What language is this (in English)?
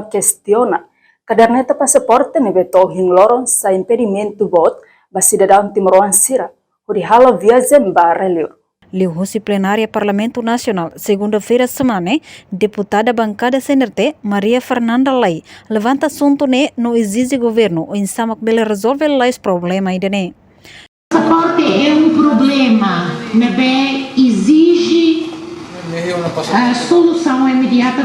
Tetum